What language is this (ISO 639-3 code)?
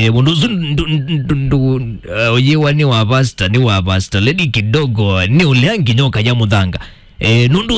kam